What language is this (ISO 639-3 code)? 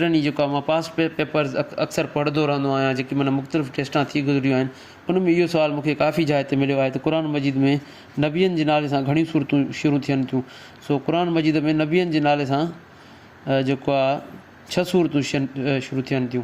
snd